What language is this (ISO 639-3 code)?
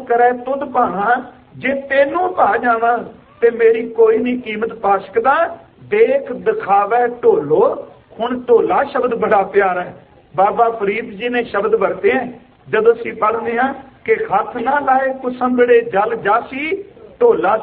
pan